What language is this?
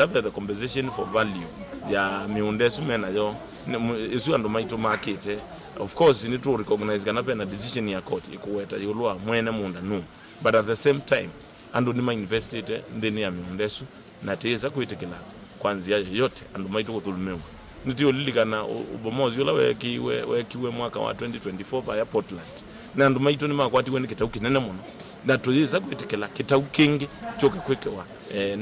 Kamba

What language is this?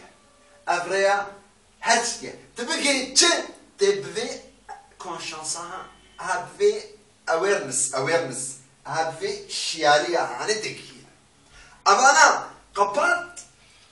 Kurdish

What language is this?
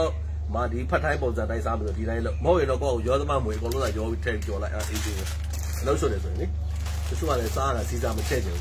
Burmese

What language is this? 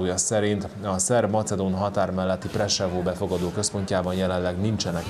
Hungarian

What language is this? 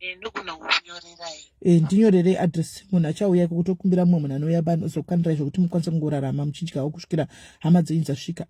Shona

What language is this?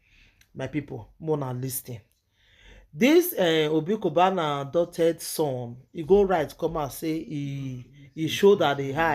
Nigerian Pidgin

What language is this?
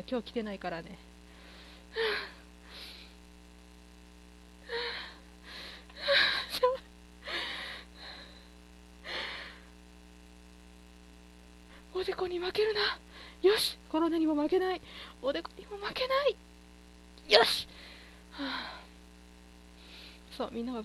Japanese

